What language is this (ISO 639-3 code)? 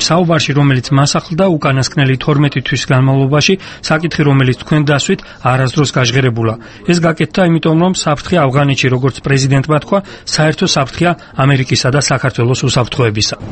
kat